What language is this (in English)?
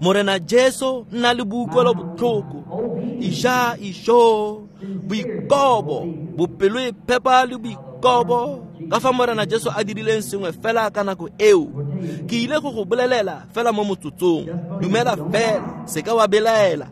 Tswana